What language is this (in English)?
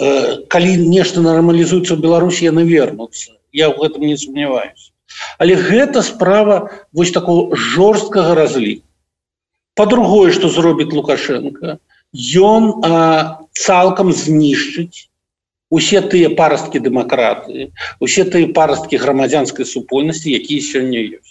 Belarusian